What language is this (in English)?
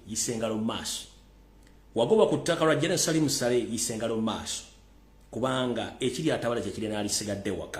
Ganda